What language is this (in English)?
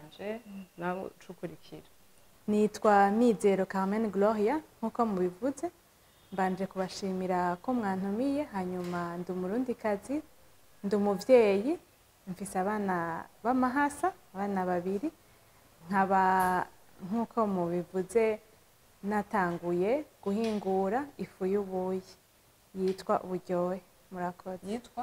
Rundi